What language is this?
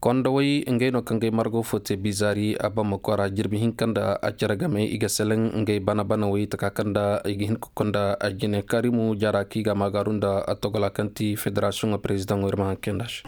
Koyraboro Senni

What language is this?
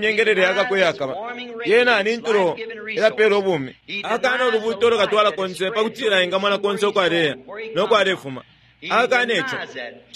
Bemba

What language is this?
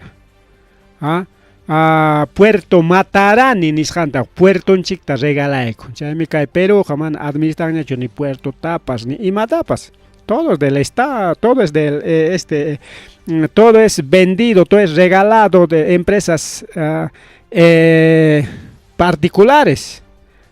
Ayacucho Quechua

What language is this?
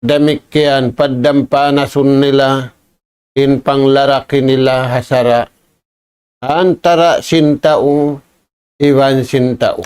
Tausug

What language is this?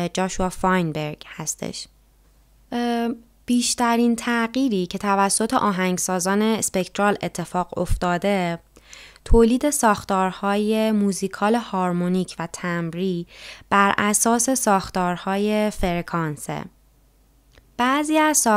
Persian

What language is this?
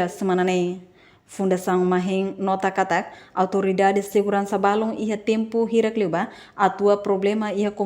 Tetum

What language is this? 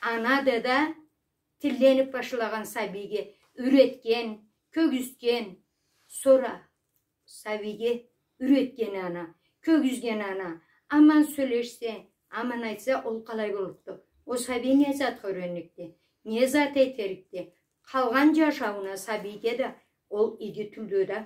Karachay-Balkar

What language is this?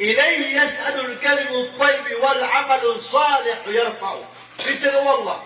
Maranao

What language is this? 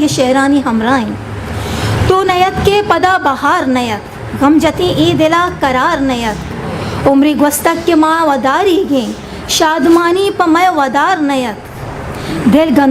Eastern Balochi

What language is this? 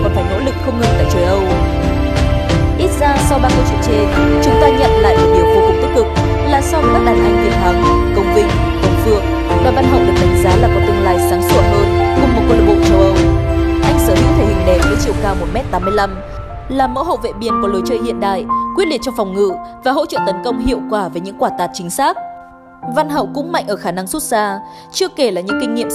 Vietnamese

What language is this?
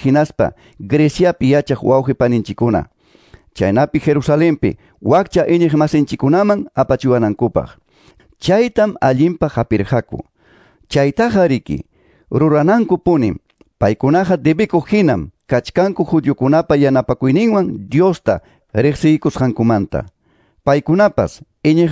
Ayacucho Quechua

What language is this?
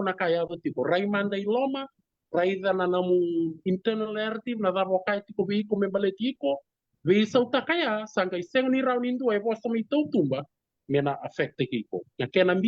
Fijian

